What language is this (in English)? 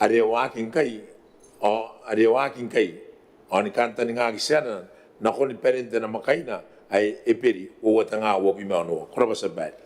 Gilbertese